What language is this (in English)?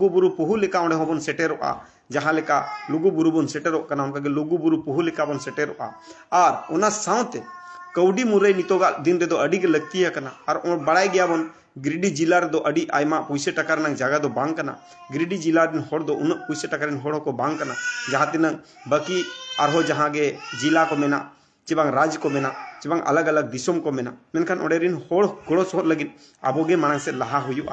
Santali